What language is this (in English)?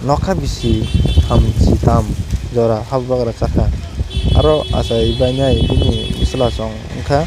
Kok Borok